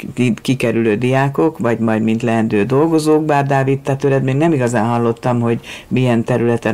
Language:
Hungarian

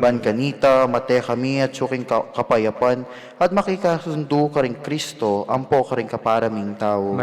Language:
Pampanga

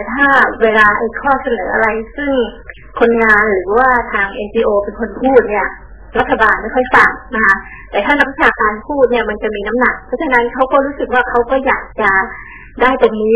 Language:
Thai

